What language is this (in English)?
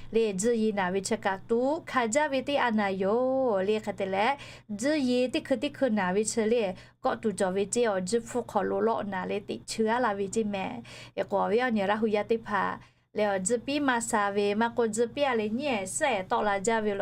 Lahu